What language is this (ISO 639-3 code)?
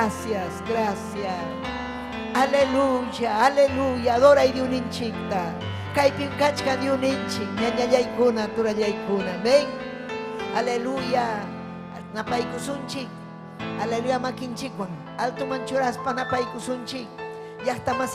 quy